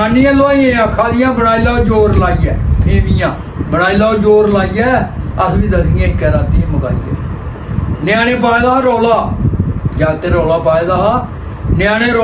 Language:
Dogri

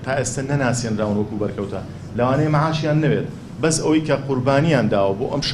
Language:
Central Kurdish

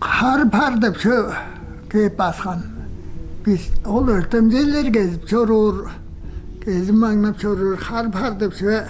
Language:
Tuvinian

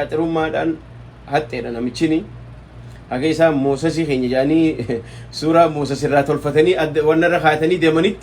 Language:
Oromo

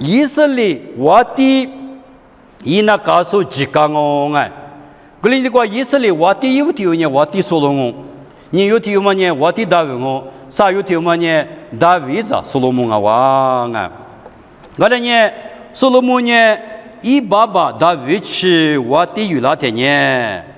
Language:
Lisu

